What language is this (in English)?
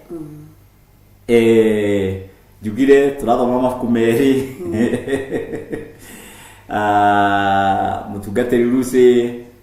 Kikuyu